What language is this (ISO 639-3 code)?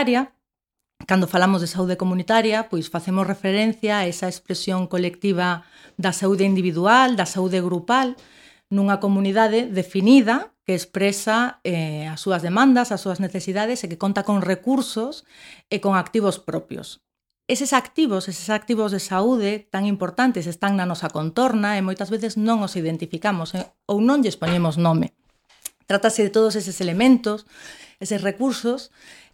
glg